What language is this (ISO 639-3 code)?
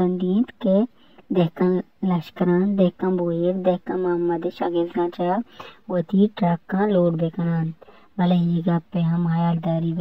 bal